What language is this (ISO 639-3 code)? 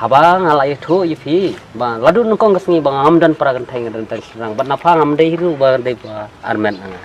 kha